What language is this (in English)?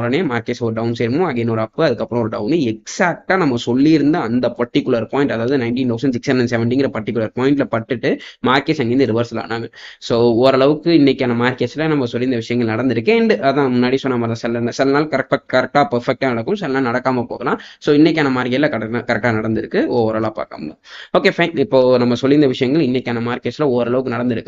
Tamil